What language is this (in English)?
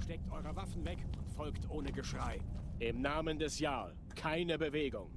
Swiss German